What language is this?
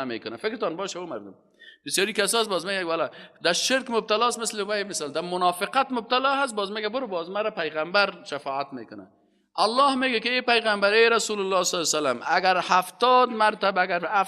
Persian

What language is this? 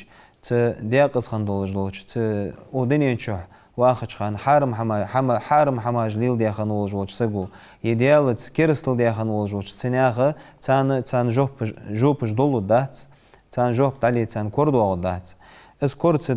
Ingush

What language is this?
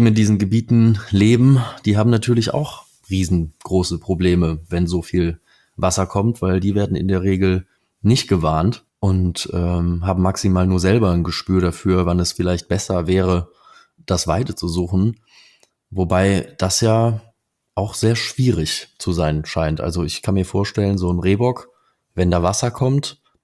German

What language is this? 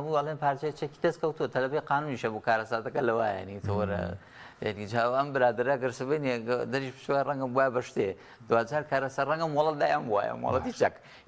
Central Kurdish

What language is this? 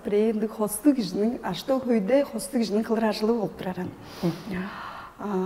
Tuvinian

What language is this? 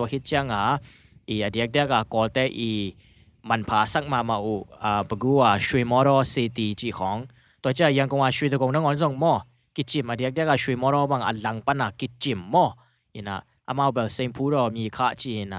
Tedim Chin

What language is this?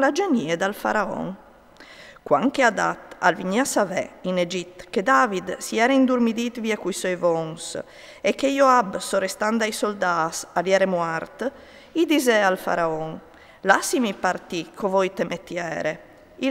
Friulian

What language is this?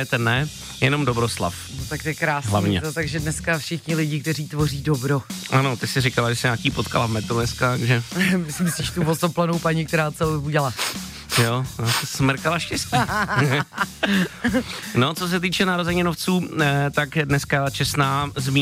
Czech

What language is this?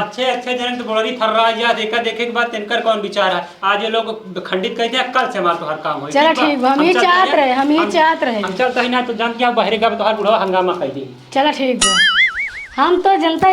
Awadhi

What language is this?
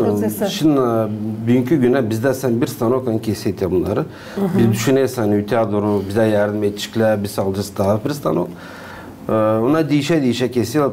Gagauz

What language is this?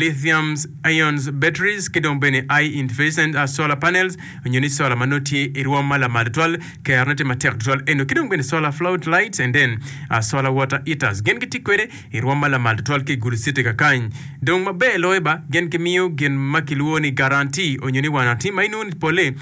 Acoli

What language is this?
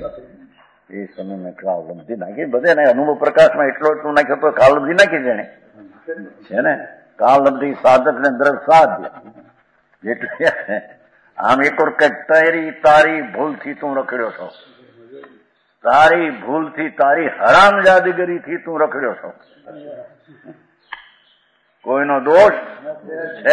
Gujarati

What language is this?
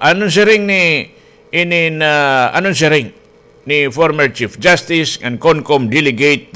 Waray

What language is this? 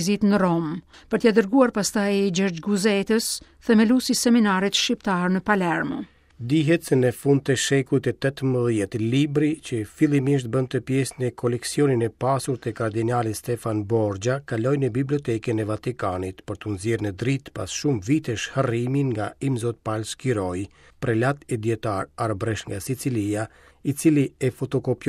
Albanian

